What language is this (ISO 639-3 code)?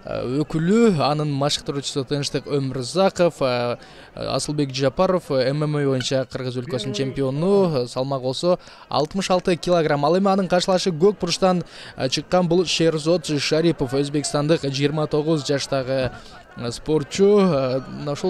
kir